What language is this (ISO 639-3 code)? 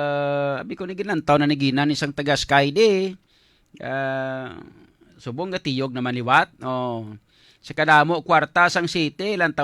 hil